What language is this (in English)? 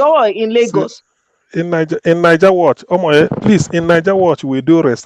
Nigerian Pidgin